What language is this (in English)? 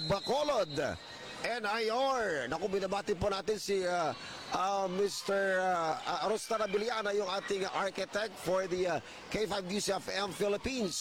Filipino